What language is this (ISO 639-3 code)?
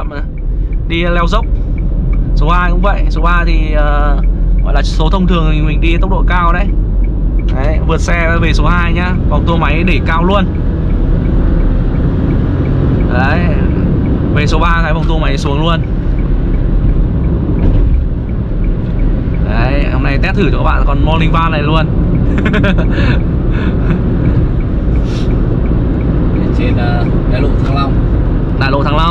vie